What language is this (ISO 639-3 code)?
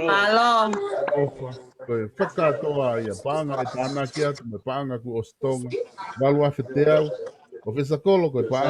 ton